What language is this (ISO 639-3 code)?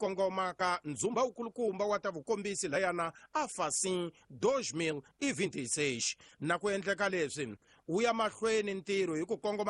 tso